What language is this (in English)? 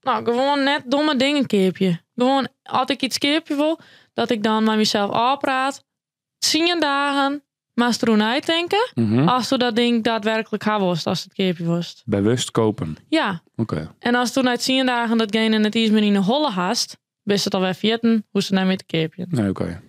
Western Frisian